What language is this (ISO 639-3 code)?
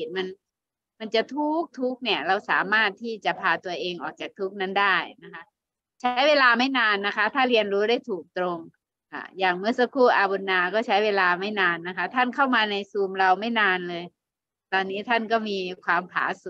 tha